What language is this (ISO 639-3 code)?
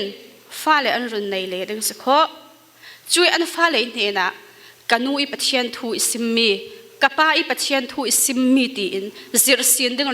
cfm